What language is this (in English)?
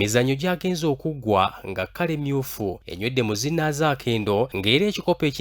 Ganda